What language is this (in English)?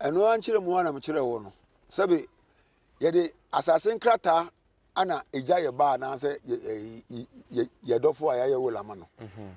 Akan